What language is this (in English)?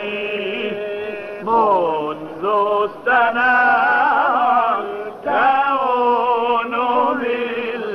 Arabic